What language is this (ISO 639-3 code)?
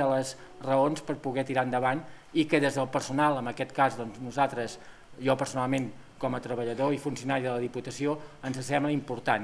cat